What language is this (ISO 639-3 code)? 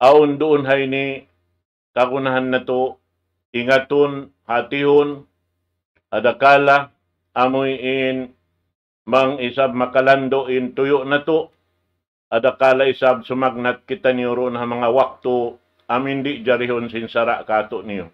tsg